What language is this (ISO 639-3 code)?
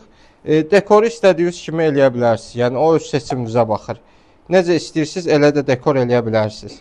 aze